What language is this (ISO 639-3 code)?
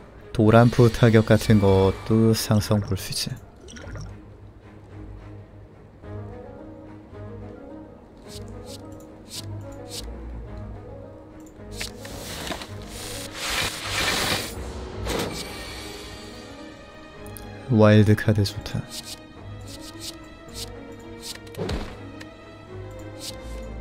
kor